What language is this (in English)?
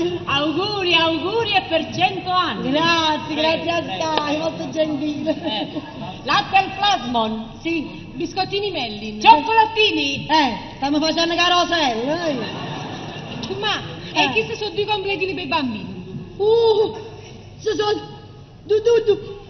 Neapolitan